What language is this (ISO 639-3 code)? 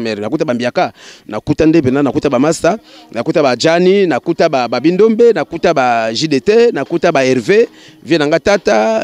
lin